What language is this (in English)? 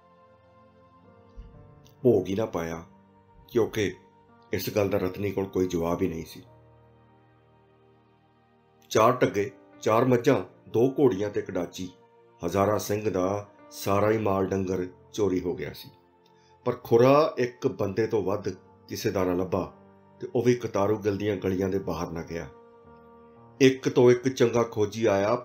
Punjabi